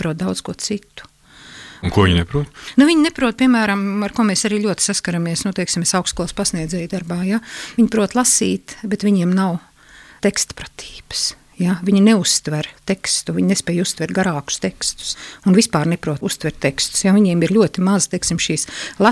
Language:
Latvian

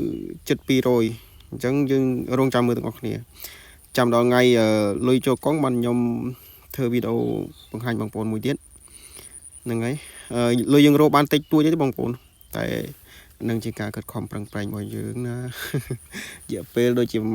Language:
Khmer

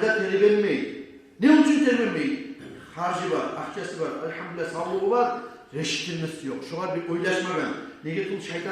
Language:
Kumyk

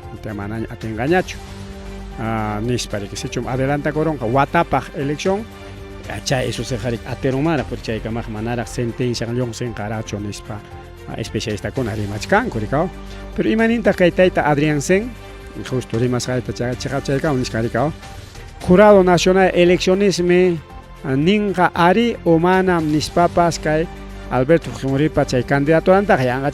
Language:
Ayacucho Quechua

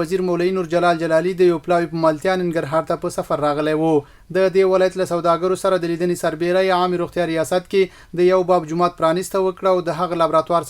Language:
Pashto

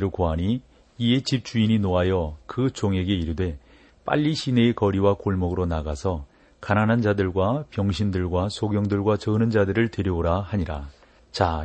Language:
Korean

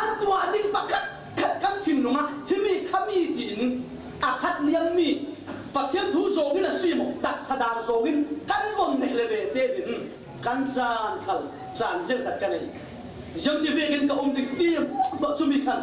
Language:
Falam Chin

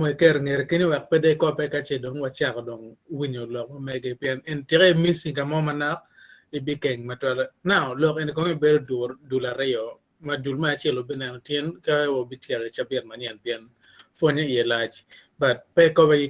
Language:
Acoli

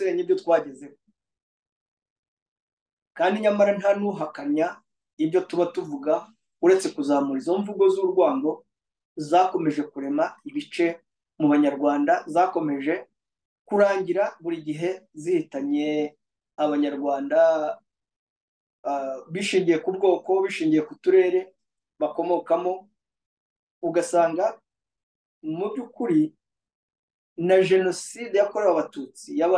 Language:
Kinyarwanda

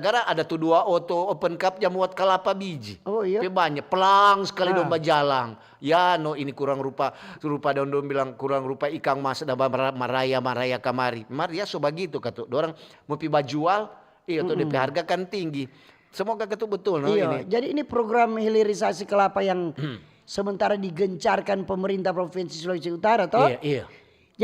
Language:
Manado Malay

